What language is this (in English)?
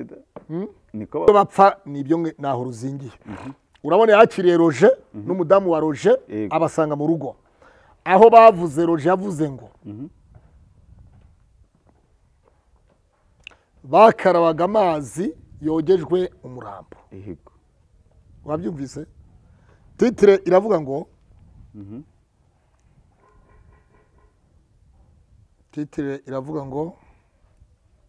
Kinyarwanda